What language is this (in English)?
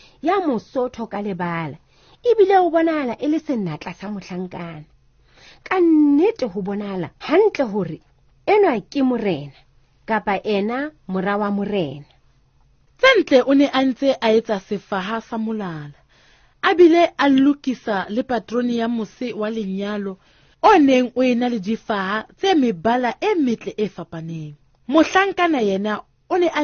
Southern Sotho